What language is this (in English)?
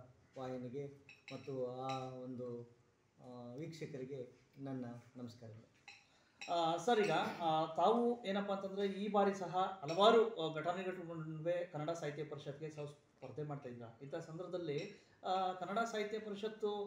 Kannada